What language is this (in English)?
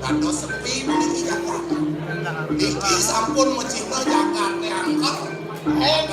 Balinese